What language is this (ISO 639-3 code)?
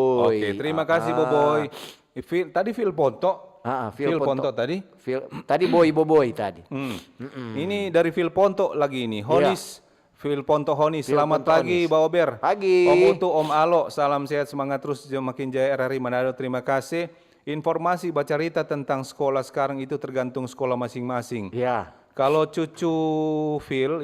xmm